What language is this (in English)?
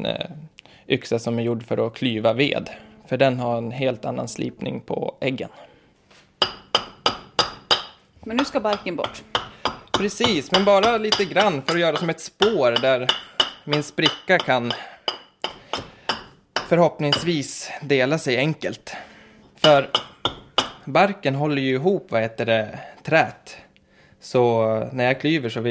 Swedish